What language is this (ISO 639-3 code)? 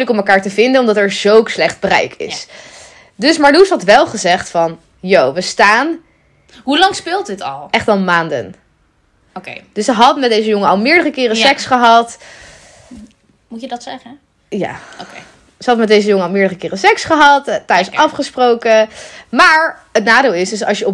nld